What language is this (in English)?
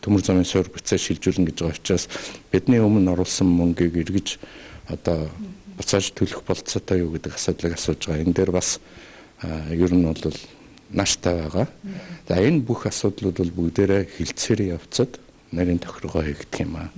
Mongolian